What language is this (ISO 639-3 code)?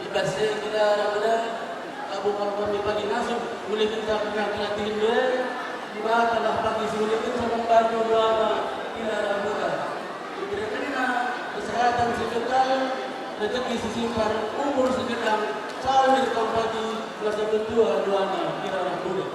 btx